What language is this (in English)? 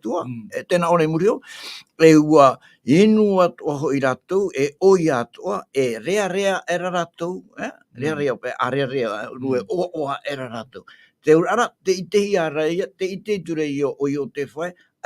Tahitian